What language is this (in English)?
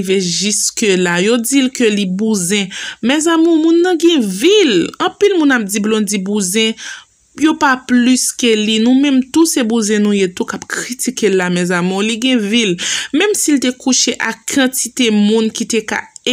Haitian Creole